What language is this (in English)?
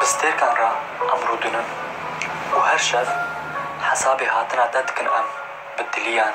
Kurdish